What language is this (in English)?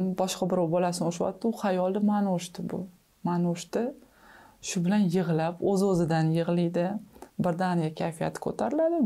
Uzbek